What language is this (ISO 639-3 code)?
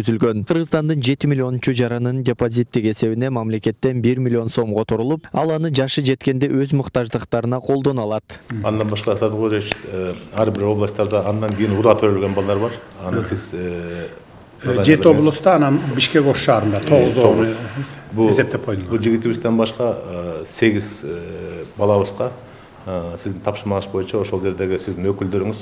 kir